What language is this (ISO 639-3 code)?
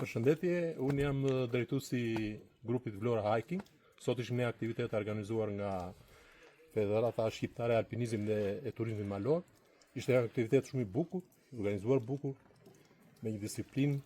sqi